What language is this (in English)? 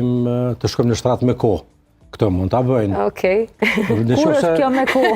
Albanian